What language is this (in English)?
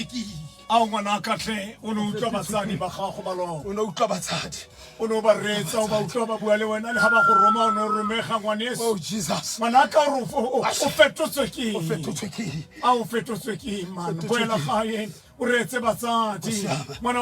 Tswana